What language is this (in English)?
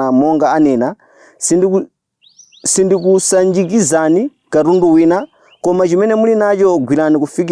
Nyanja